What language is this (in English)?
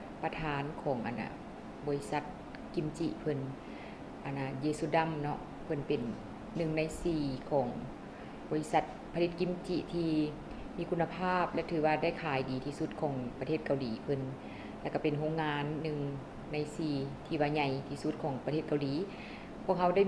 Lao